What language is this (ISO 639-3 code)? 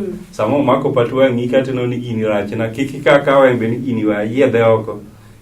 luo